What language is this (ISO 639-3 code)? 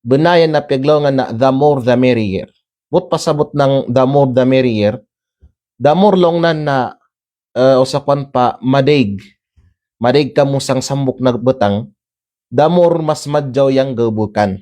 kqe